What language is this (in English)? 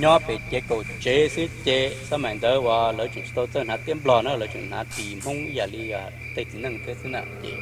Hmong